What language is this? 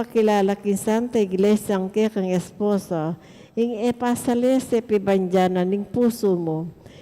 Pampanga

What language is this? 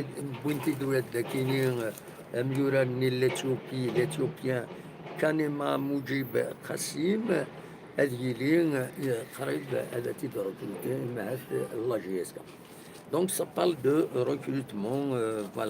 Kabyle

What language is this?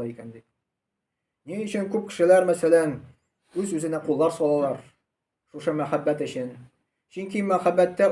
Tatar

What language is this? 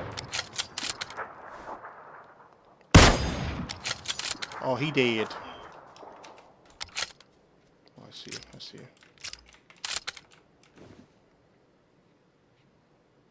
English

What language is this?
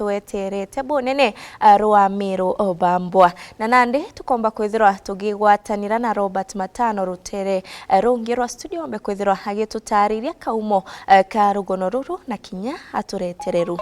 Meru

